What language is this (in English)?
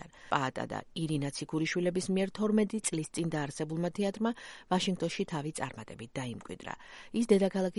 Georgian